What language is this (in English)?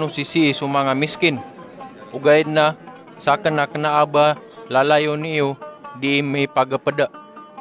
Maranao